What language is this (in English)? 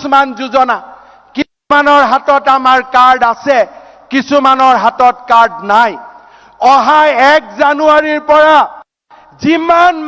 Assamese